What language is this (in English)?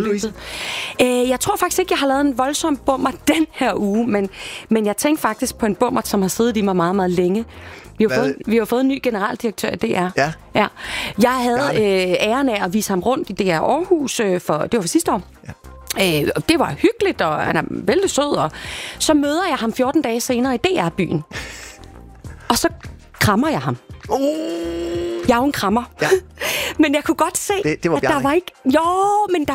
Danish